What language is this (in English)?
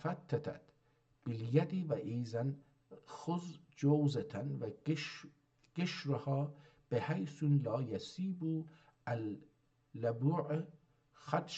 South Azerbaijani